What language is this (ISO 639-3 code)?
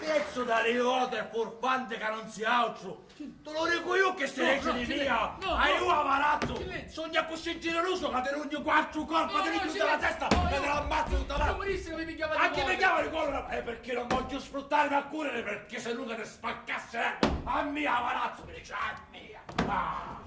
scn